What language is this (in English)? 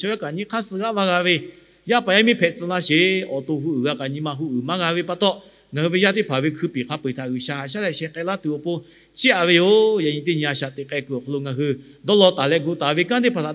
Lahu